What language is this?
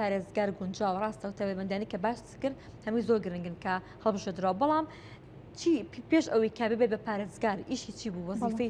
Central Kurdish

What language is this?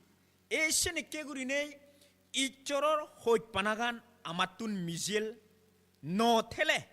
Chakma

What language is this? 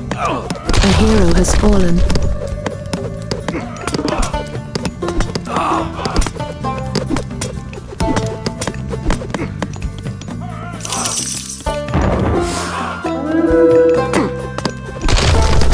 Chinese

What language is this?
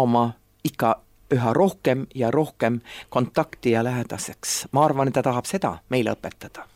Estonian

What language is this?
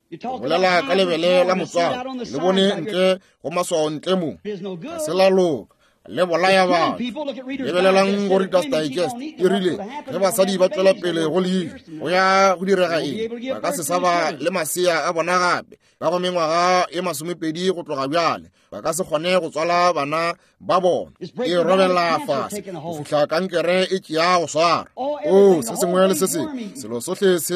Northern Sotho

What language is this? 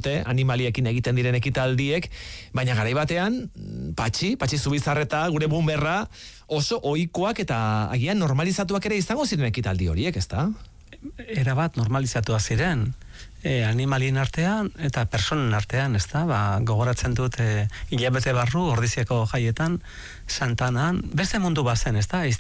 Basque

